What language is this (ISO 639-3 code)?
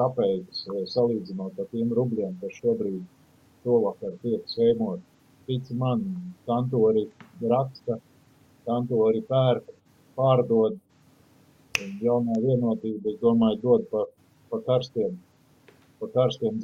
lav